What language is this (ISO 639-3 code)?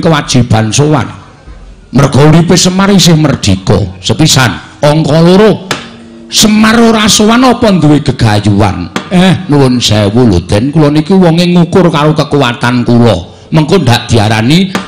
jav